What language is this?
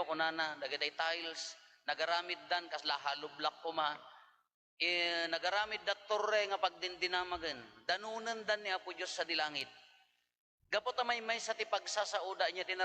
Iloko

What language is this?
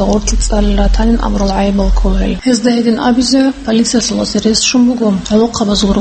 Avaric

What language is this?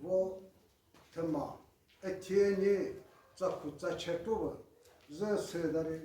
Chokri Naga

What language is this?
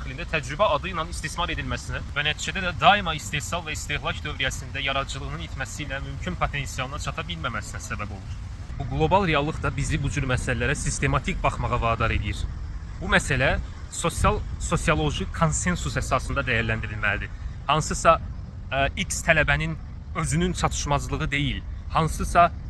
Azerbaijani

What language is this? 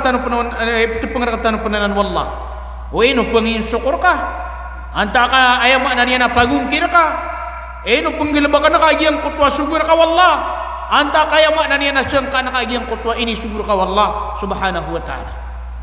Maranao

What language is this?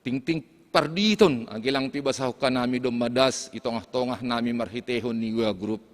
Batak Simalungun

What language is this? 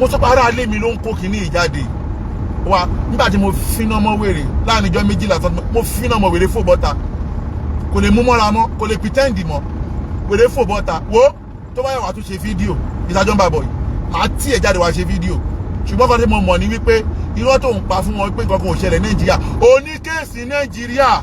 Yoruba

